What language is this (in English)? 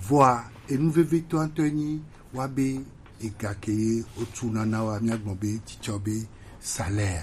Gen